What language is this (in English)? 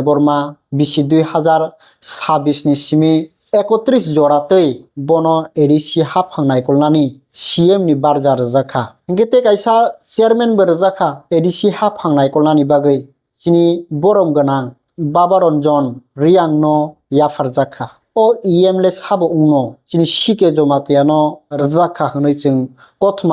Kok Borok